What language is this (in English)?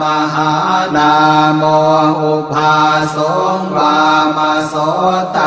Pali